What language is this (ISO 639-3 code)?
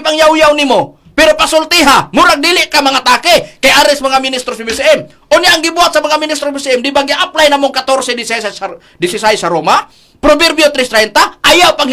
ceb